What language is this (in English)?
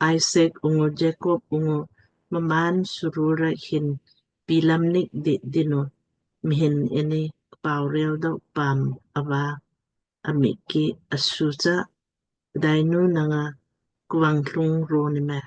Lamkang